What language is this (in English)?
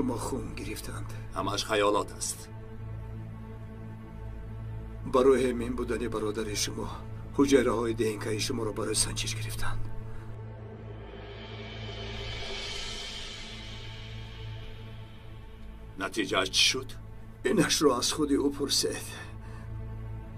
Persian